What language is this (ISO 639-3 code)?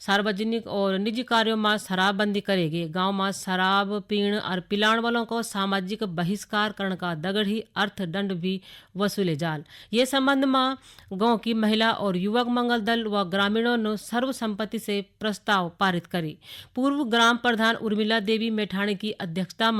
gbm